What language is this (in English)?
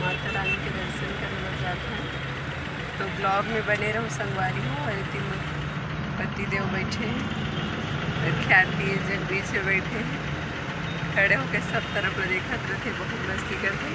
Chhattisgarhi